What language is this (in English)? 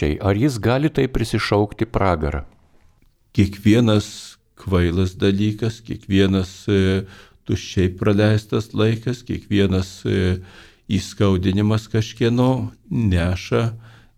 Lithuanian